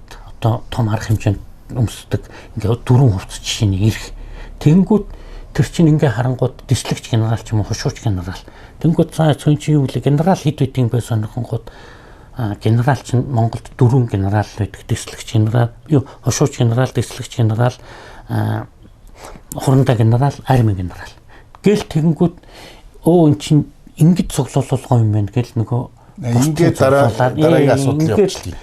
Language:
Mongolian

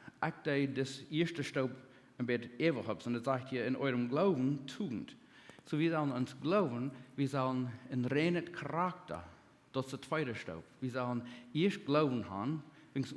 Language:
Plautdietsch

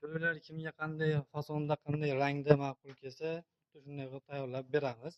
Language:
Uzbek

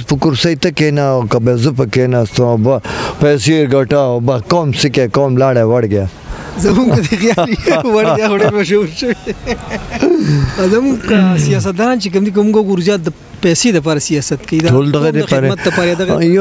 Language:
Pashto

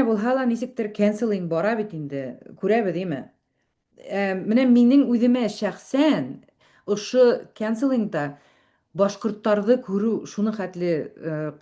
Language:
Bashkir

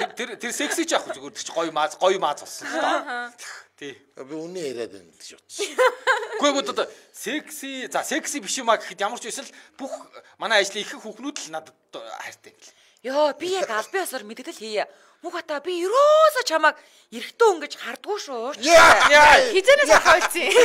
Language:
Mongolian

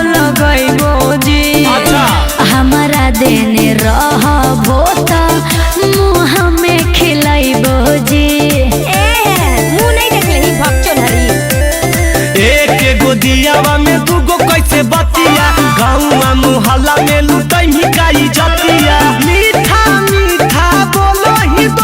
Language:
Magahi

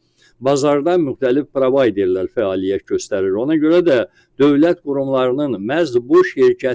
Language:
Azerbaijani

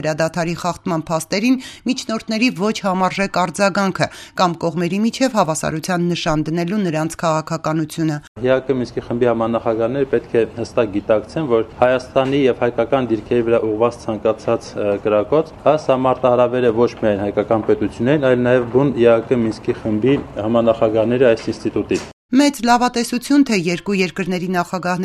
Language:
Armenian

